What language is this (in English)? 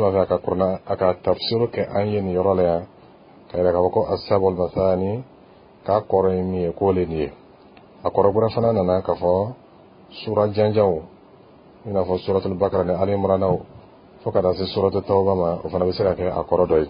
Bambara